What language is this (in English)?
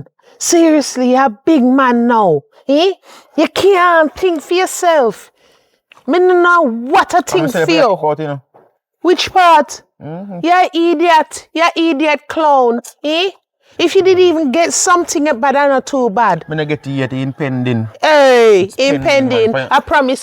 Jamaican Creole English